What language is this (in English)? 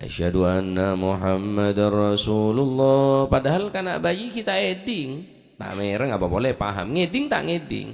Madurese